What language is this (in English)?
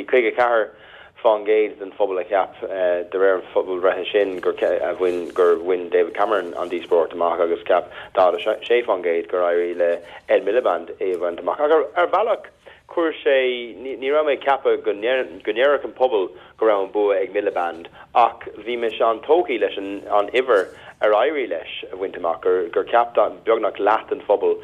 Irish